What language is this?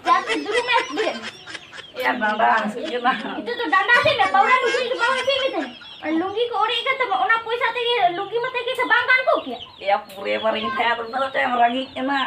Santali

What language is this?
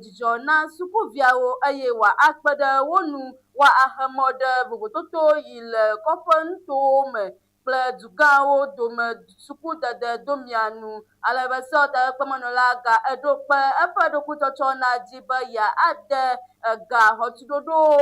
Ewe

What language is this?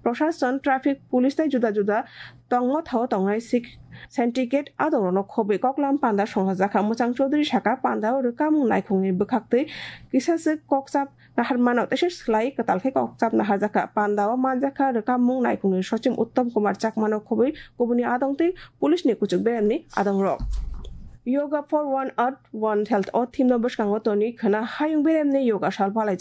Kok Borok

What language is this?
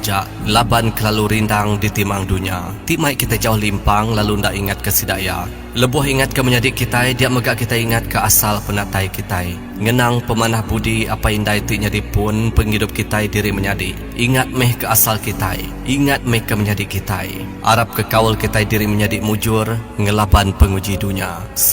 Iban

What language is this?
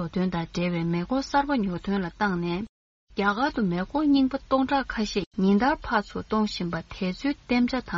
Tibetan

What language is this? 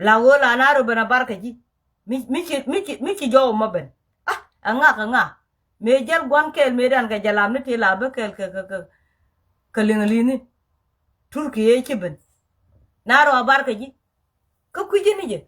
Nuer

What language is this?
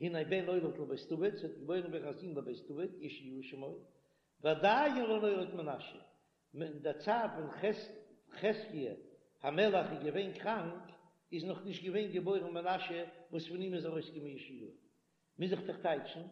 Yiddish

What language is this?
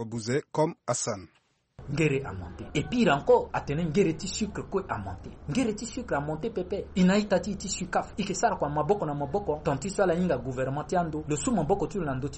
Sango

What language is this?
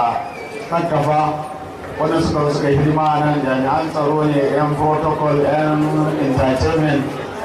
Hausa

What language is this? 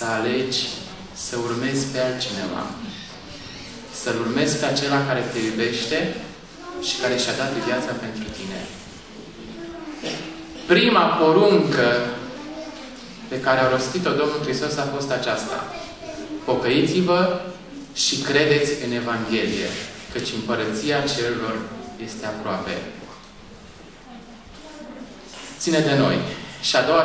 Romanian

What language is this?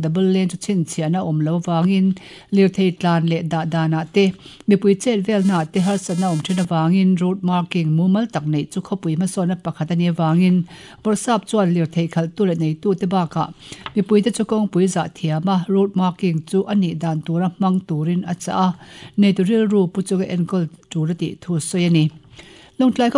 Mizo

